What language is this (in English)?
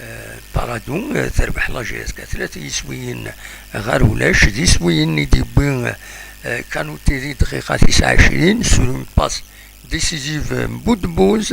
Kabyle